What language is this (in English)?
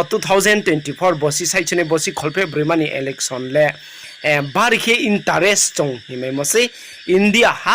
Riang (India)